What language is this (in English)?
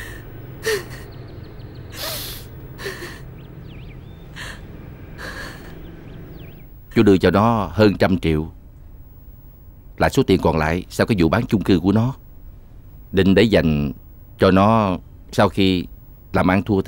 Vietnamese